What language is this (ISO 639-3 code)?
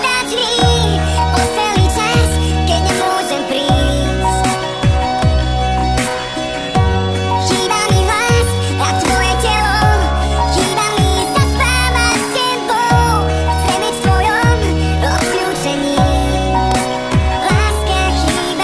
slk